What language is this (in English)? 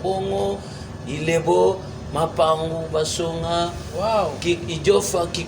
Luba-Lulua